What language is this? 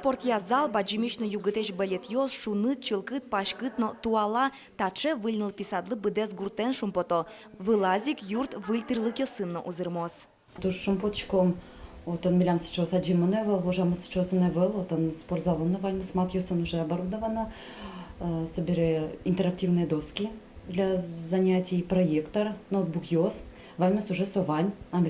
Udmurt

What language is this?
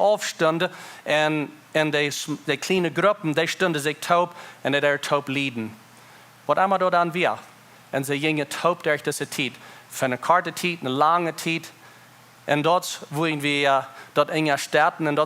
Plautdietsch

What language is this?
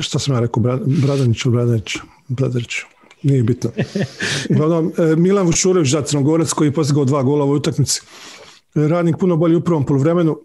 Bosnian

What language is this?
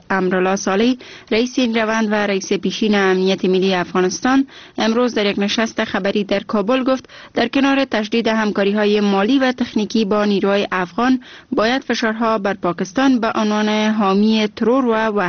Persian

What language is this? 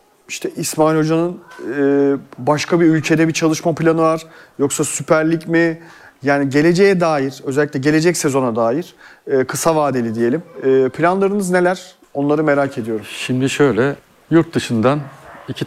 Turkish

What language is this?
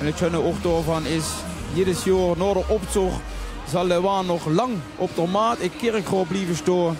Limburgish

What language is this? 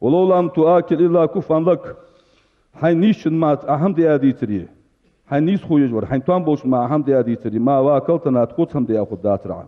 Ingush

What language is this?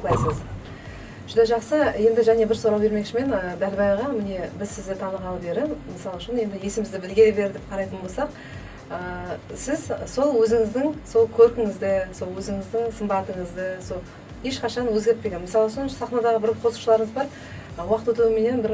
Kara-Kalpak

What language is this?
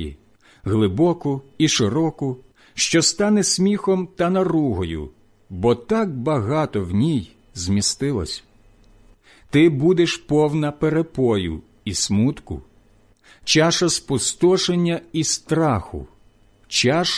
Ukrainian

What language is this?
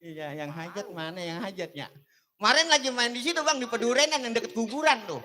Betawi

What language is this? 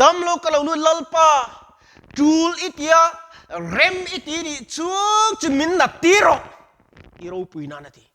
Mizo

